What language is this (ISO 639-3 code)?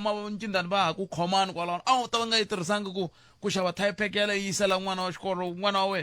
tso